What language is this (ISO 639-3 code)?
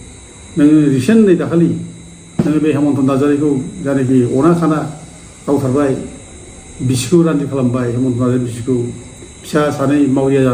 brx